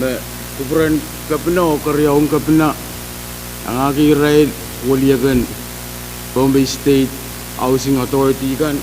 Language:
Pohnpeian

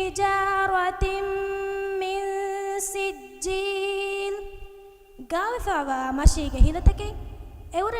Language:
Divehi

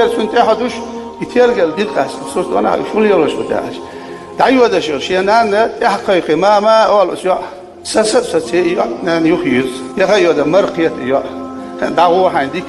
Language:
Chechen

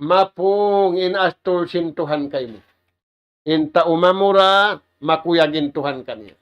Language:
Tausug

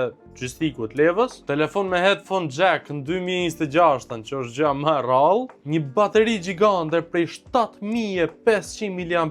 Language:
Albanian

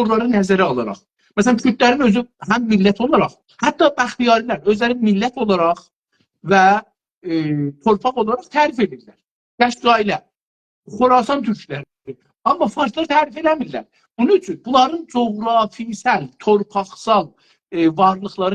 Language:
South Azerbaijani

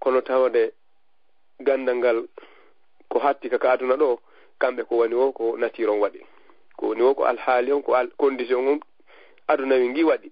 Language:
Fula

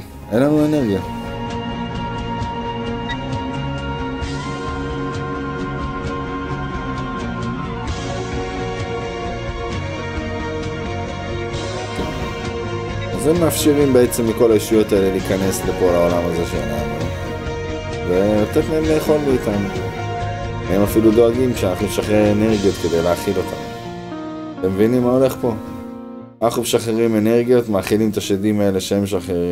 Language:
Hebrew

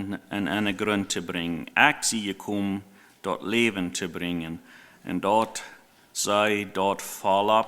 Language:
Plautdietsch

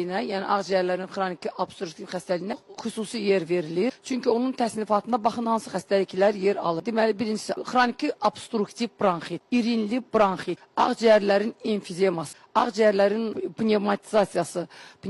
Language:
Azerbaijani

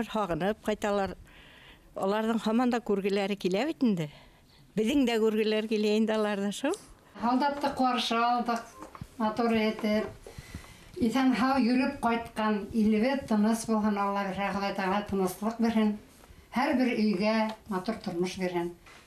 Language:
Bashkir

